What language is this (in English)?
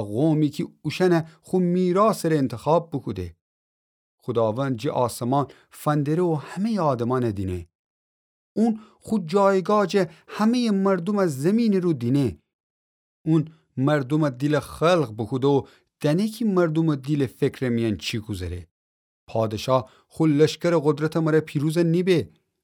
Gilaki